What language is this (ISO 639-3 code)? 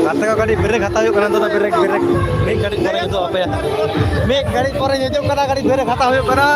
sat